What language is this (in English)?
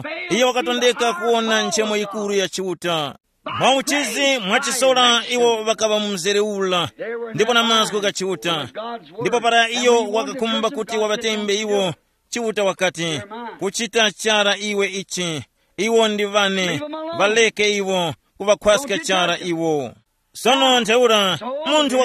Tumbuka